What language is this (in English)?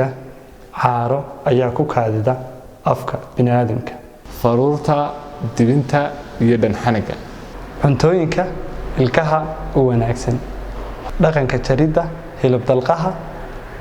Somali